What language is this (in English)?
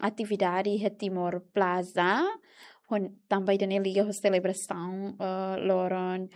Tetum